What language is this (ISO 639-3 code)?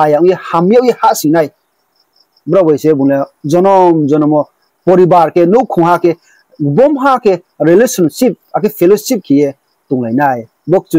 ria